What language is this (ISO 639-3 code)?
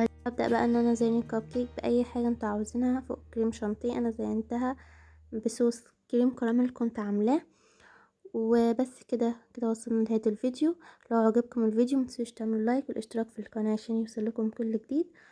arz